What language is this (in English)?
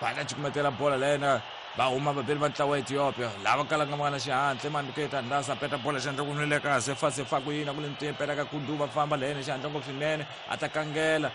Tsonga